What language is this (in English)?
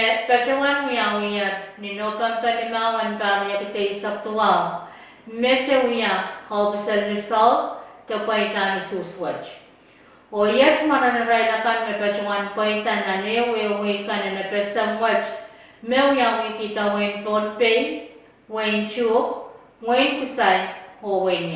Pohnpeian